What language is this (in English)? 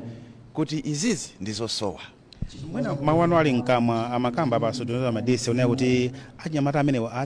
Nyanja